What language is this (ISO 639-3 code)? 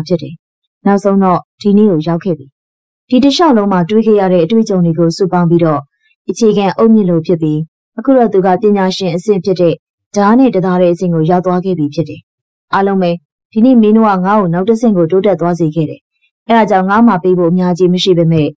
mya